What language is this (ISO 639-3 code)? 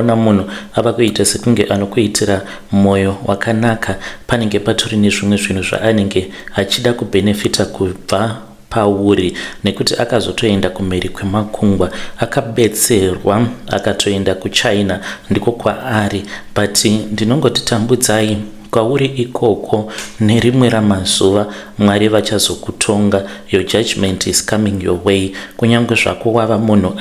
sna